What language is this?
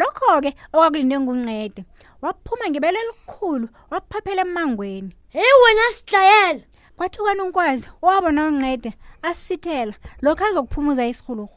South Ndebele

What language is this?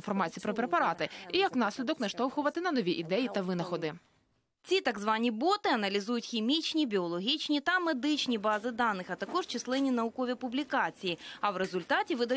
Ukrainian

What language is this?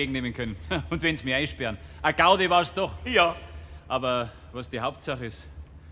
Bavarian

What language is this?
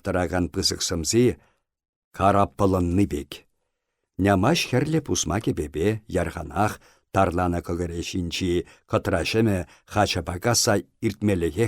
Chuvash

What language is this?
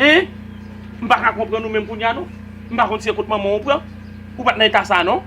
Haitian Creole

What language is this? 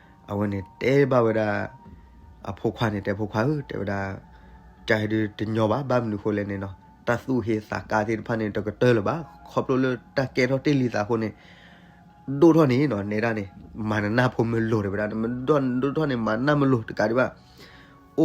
S'gaw Karen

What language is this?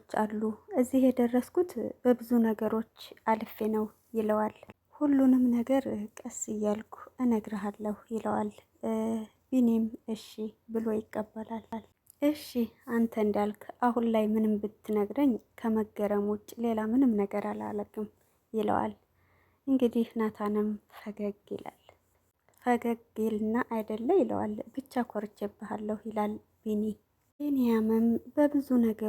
Amharic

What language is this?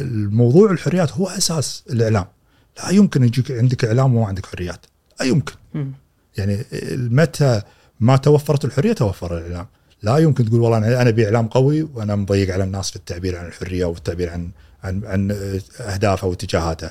Gulf Arabic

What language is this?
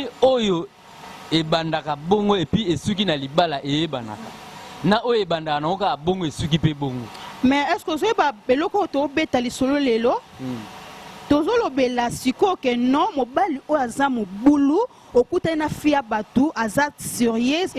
Lingala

